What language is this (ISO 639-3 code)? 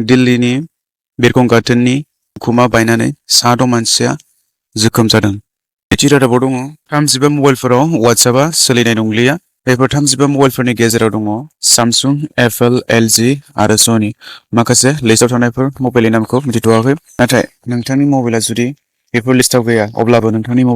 brx